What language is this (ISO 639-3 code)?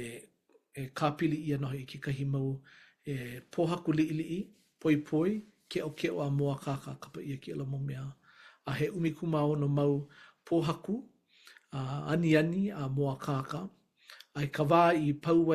haw